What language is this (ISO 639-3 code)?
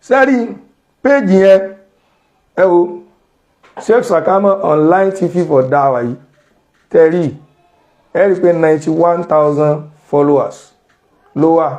yor